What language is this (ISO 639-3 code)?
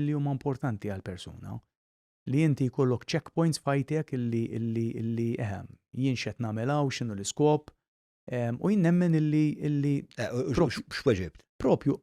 mlt